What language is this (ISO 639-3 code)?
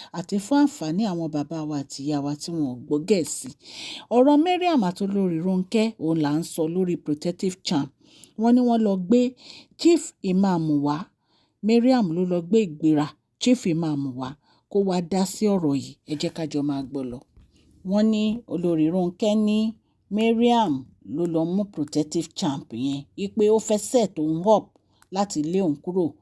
yor